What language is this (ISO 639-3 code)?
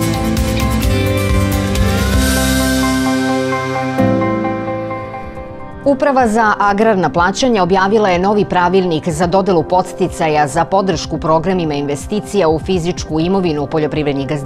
srp